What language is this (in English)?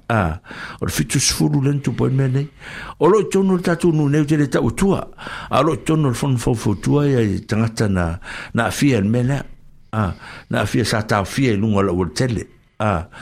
Samoan